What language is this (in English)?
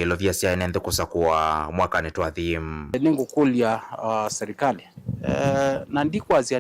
Kamba